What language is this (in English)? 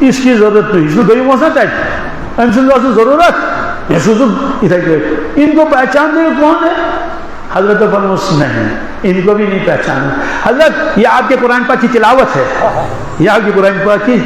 Kashmiri